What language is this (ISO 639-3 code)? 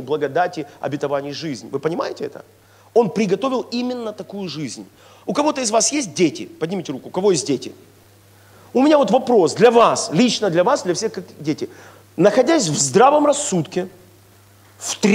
rus